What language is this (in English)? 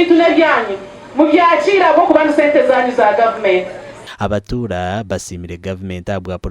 Nyankole